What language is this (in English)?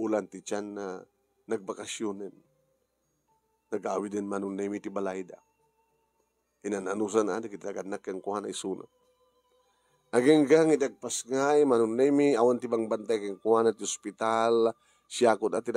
Iloko